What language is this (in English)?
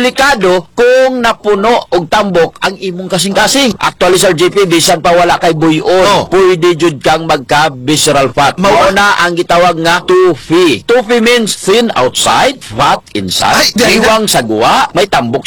Cebuano